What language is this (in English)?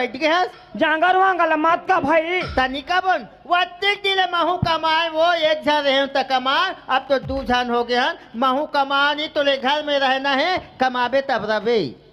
Chhattisgarhi